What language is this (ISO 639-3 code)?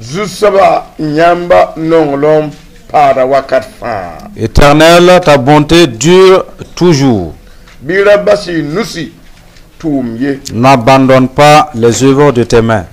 mos